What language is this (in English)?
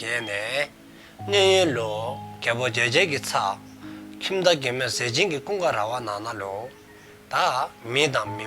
Dzongkha